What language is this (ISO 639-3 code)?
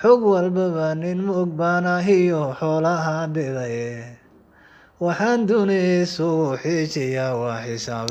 som